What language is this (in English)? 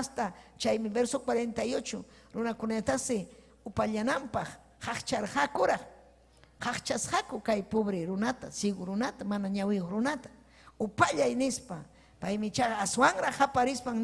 Ayacucho Quechua